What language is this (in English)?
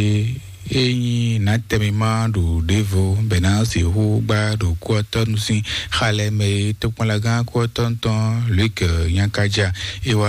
Fon